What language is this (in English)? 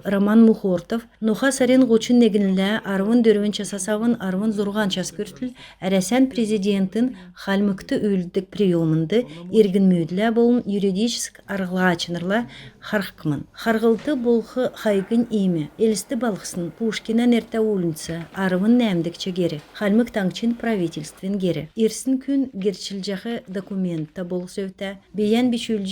Kalmyk